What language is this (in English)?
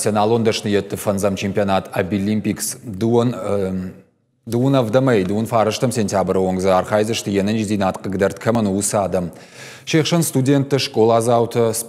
Ossetic